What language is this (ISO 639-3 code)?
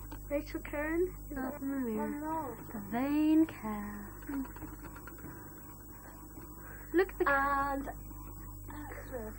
eng